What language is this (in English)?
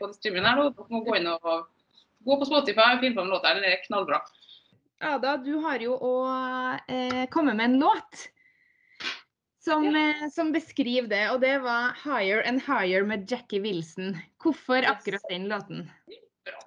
Norwegian